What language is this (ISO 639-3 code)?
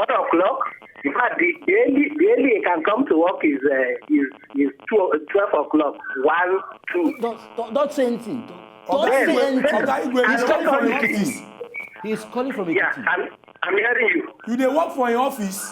pcm